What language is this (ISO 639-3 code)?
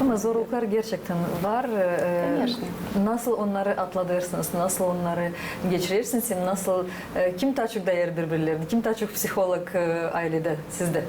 gag